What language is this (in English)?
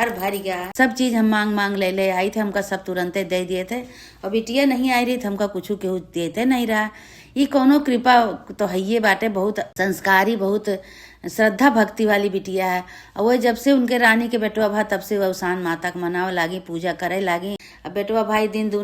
Awadhi